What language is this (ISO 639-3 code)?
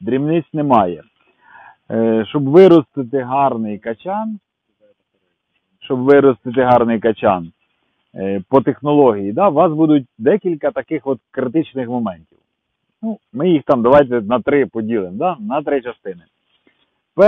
ukr